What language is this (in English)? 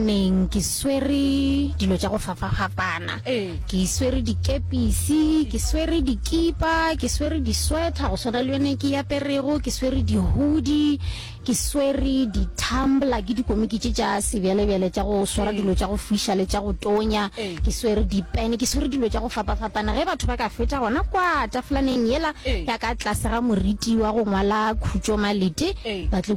Northern Sotho